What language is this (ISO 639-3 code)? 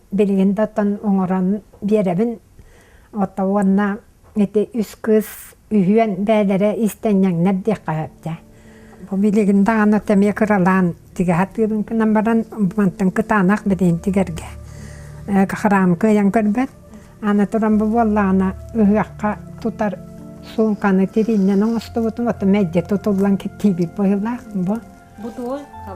sah